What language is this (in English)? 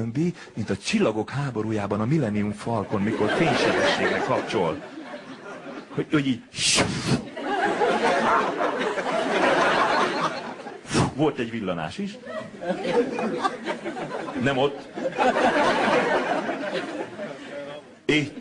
Hungarian